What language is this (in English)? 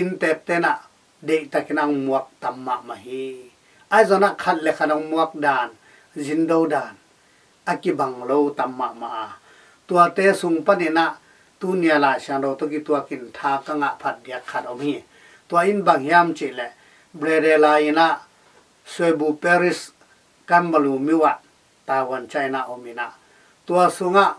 Tedim Chin